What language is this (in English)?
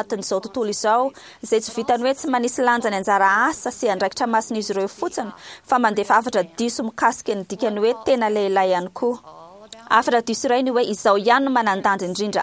Malagasy